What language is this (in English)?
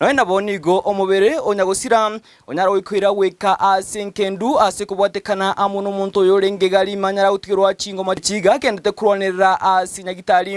Gusii